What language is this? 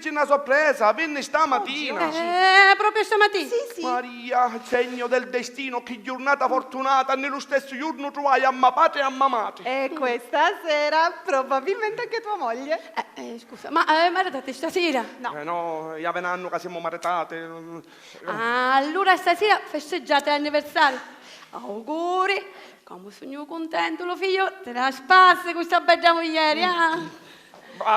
Sicilian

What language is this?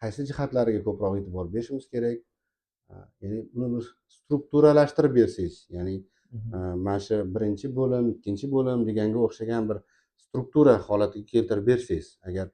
Uzbek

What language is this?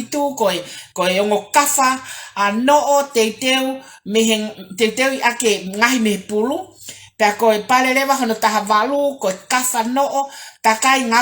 Tongan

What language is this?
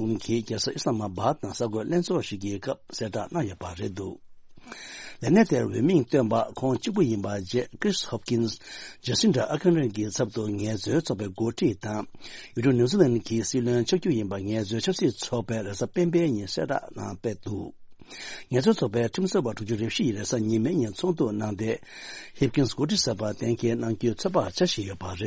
Tibetan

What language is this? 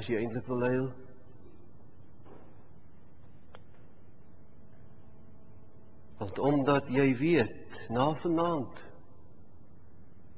Afrikaans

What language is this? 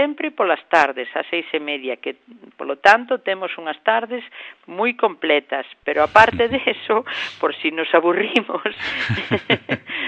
Galician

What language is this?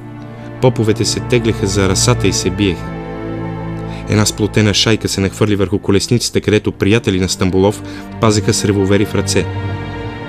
Bulgarian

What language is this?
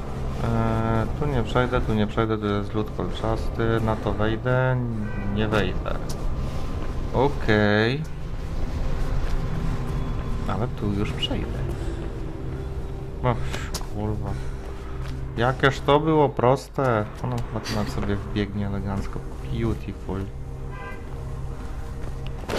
Polish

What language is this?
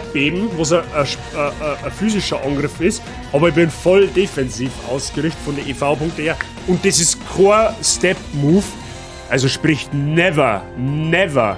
Bavarian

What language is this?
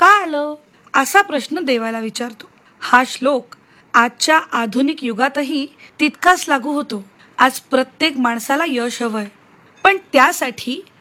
Marathi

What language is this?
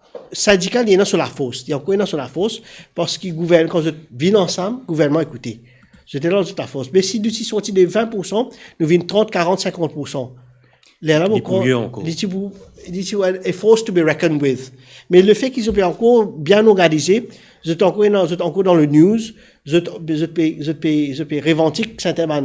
Morisyen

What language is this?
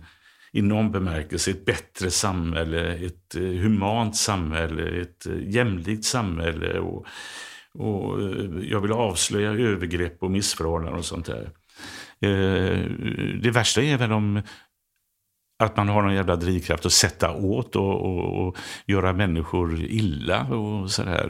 Swedish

